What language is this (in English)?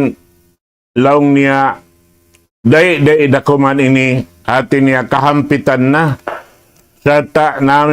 Tausug